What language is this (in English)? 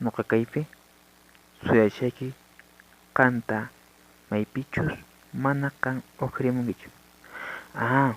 Quechua